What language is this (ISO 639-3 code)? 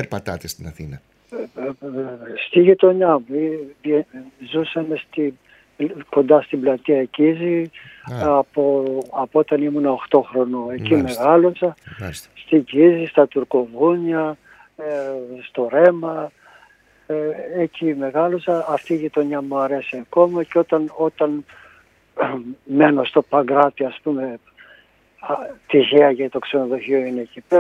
ell